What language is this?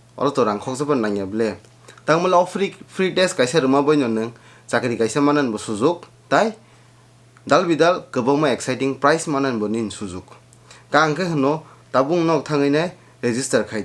Kok Borok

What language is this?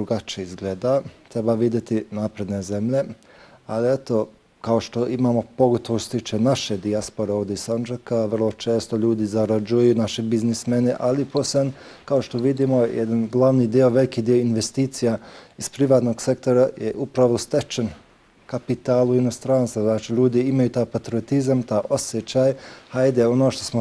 Bosnian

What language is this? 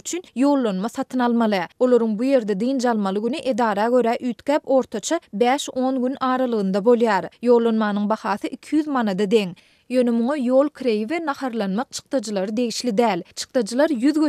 Turkmen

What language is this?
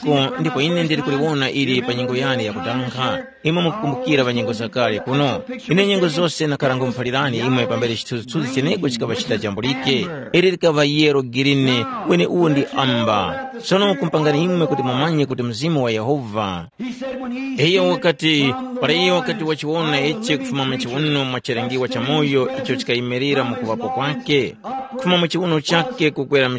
Tumbuka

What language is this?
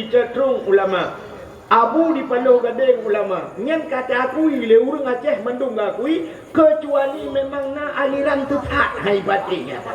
Achinese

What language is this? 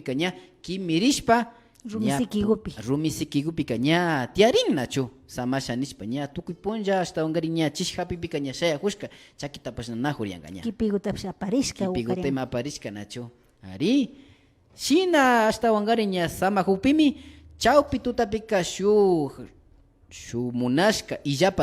Imbabura Highland Quichua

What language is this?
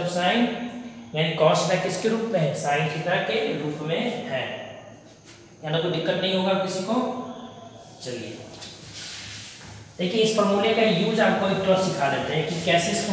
Hindi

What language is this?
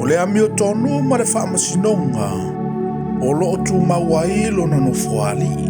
Samoan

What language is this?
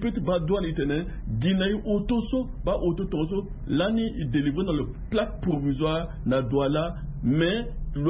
Sango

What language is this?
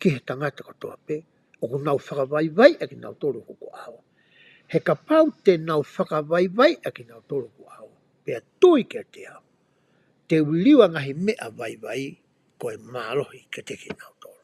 Tongan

